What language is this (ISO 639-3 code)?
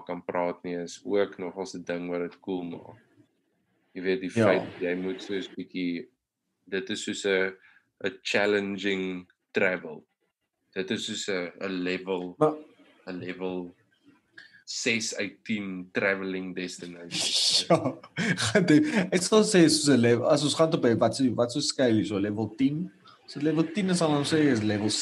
afr